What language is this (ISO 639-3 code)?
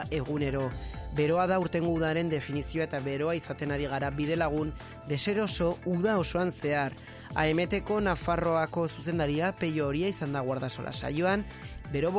eus